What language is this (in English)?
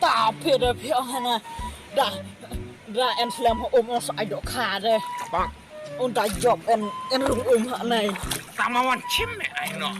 Khasi